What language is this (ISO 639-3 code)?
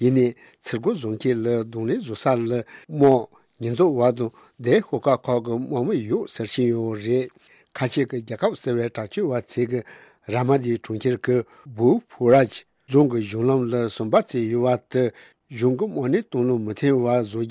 bod